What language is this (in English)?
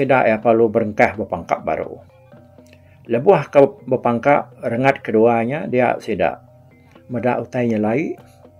Iban